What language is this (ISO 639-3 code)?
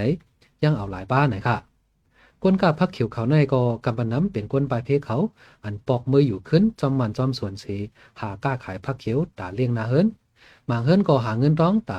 shn